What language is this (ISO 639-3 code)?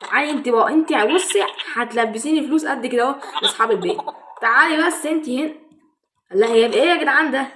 arz